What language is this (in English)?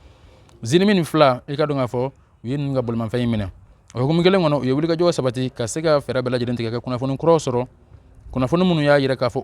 Bambara